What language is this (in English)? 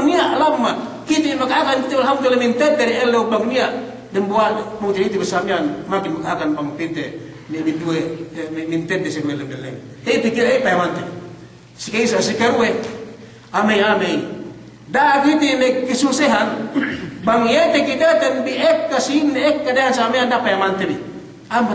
Yakan